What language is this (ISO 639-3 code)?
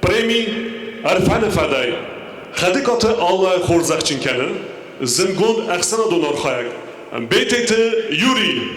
oss